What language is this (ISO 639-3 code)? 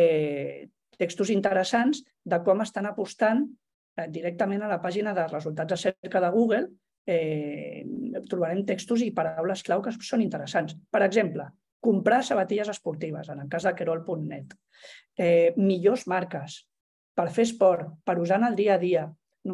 cat